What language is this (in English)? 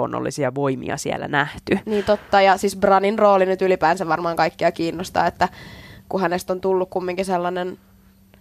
Finnish